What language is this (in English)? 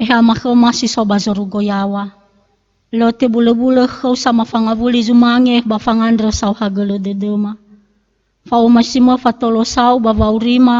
Nias